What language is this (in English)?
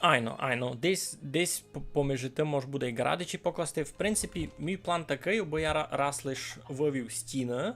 Rusyn